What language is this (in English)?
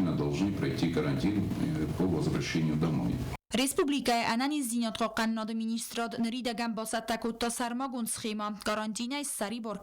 Ossetic